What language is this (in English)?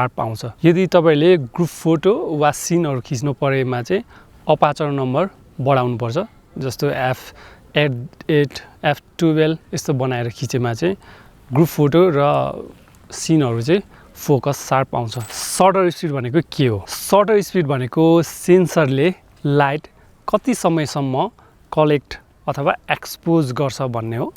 Nepali